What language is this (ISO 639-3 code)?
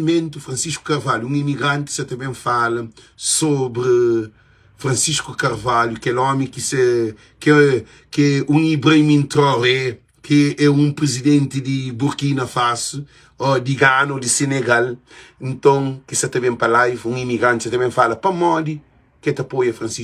kea